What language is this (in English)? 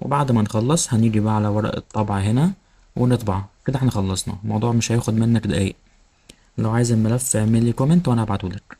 Egyptian Arabic